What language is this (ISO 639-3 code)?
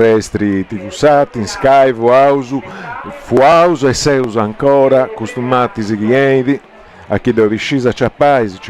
srd